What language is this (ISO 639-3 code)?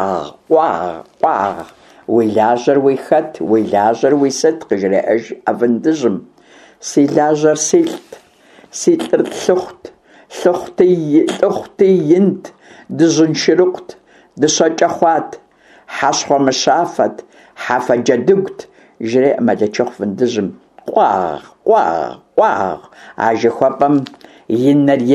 kbd